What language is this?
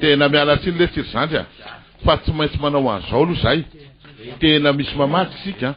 Malagasy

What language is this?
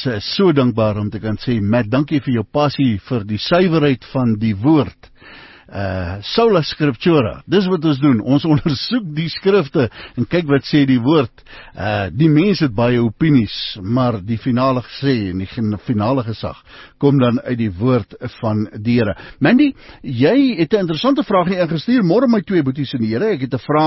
Afrikaans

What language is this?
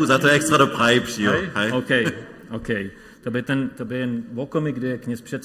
Upper Sorbian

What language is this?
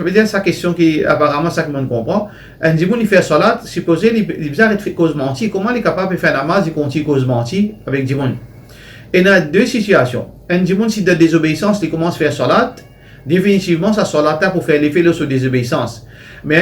Morisyen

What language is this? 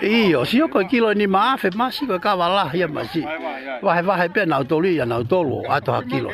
Tongan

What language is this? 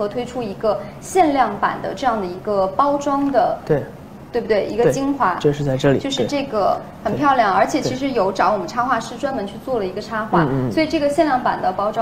Chinese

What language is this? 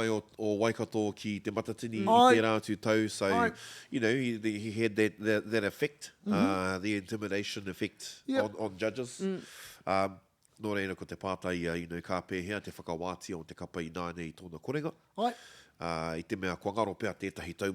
Māori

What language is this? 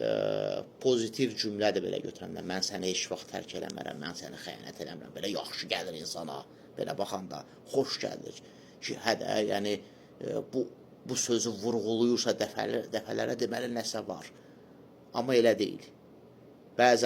Azerbaijani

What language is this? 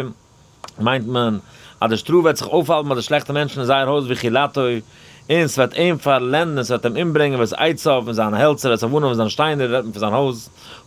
Yiddish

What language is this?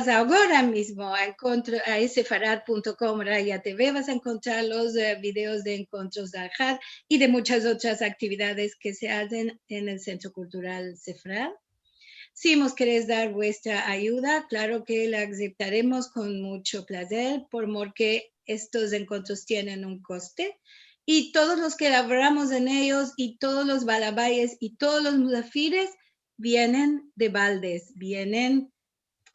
Ladino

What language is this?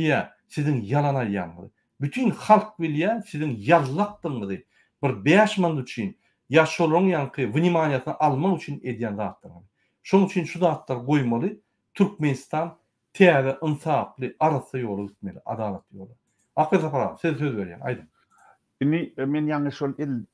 Turkmen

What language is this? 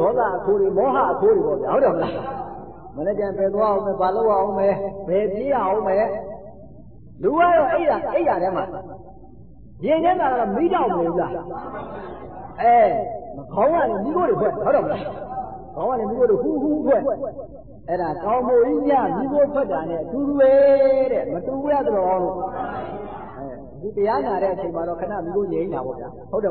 Burmese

